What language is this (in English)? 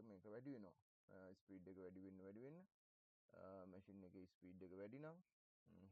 Sinhala